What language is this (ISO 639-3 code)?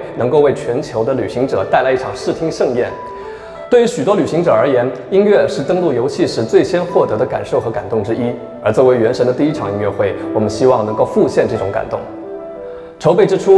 zho